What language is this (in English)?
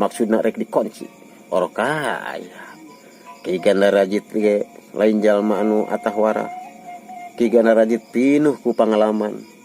Sundanese